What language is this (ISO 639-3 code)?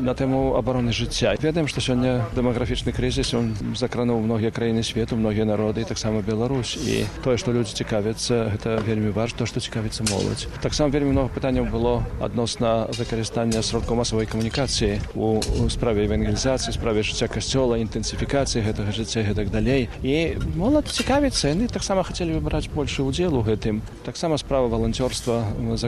bel